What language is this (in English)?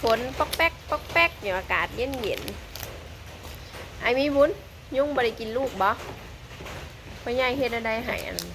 Northeastern Thai